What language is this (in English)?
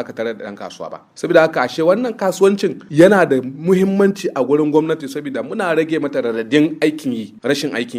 Hausa